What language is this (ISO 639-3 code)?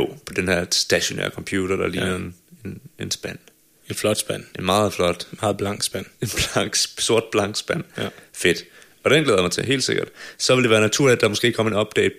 dan